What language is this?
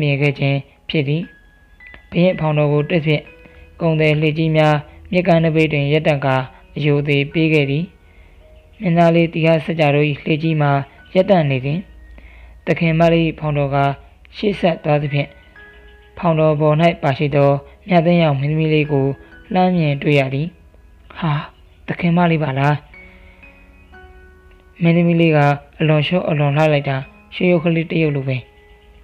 Burmese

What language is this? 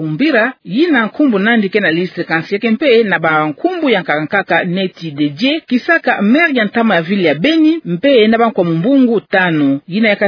Kituba (Democratic Republic of Congo)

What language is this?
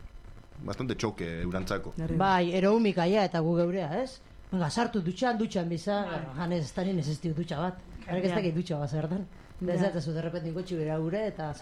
Basque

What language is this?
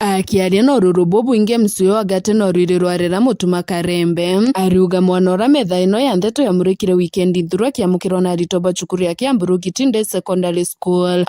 Meru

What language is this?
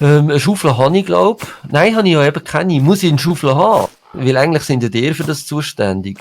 Swiss German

